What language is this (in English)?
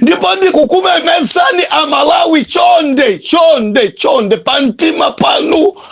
Nyanja